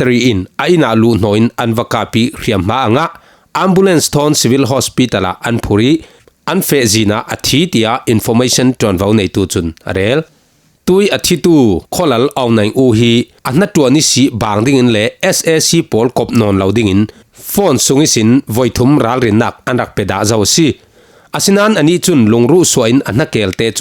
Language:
Falam Chin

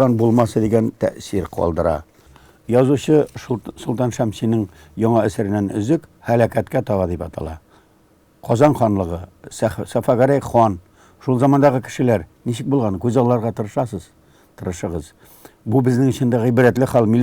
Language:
Tatar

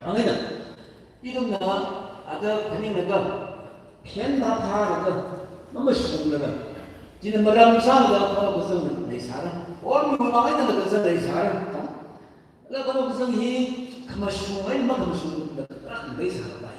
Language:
Tangkhul Naga (India)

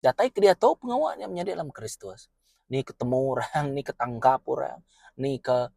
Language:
Iban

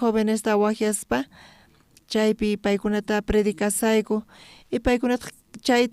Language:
South Bolivian Quechua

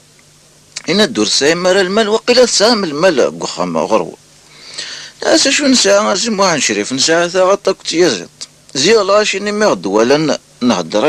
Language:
Kabyle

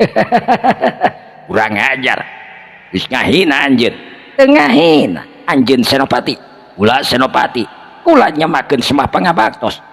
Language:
Sundanese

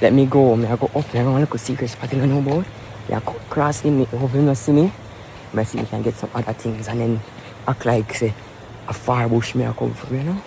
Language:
Jamaican Creole English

